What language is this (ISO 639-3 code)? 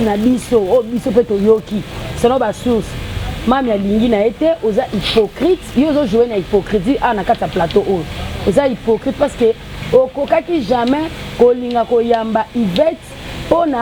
lin